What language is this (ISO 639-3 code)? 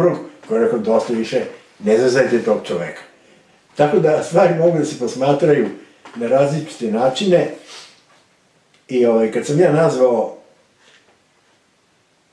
srp